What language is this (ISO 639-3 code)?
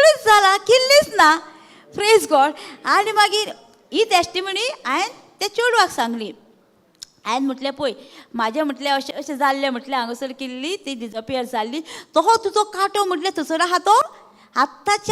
kok